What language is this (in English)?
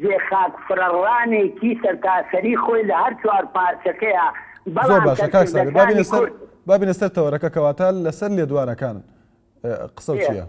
Central Kurdish